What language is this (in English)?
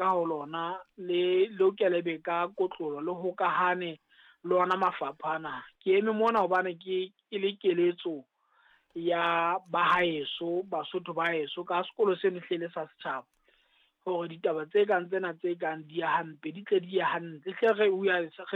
Southern Sotho